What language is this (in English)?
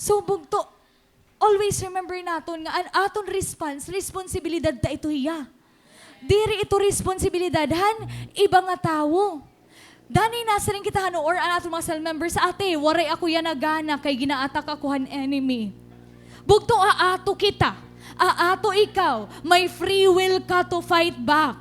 Waray